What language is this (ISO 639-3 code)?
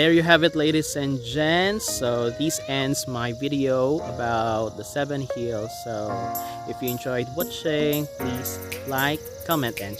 hil